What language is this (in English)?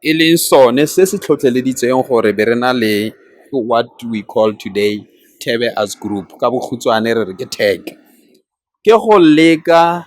Tswana